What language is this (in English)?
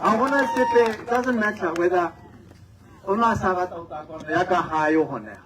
Tswana